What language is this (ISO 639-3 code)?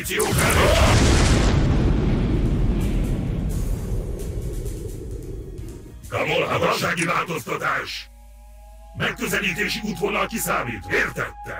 hun